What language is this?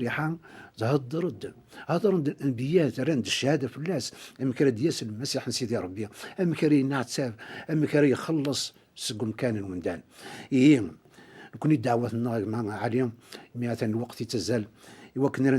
Kabyle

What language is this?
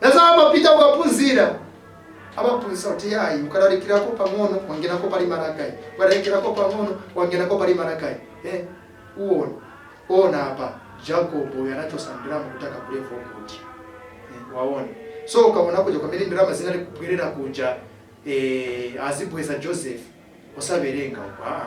Nyanja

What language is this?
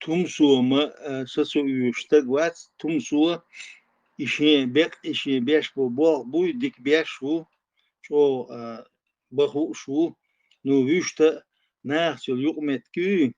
Chechen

